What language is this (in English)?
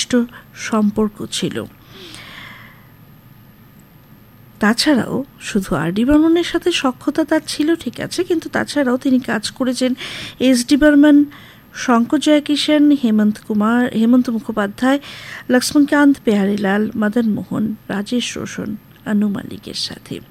Bangla